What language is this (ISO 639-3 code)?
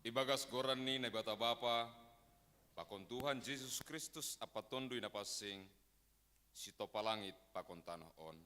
bts